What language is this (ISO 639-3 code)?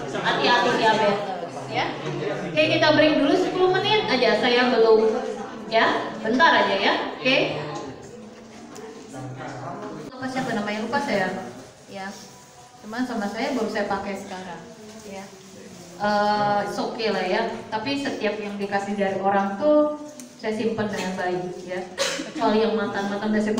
ind